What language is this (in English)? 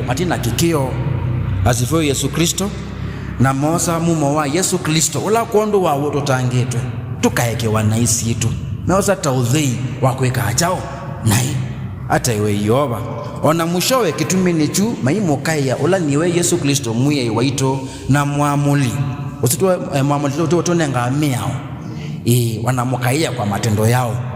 Kamba